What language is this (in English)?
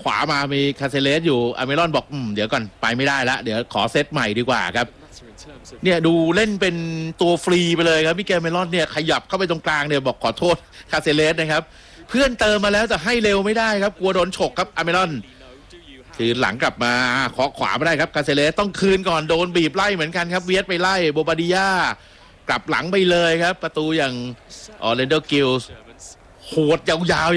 Thai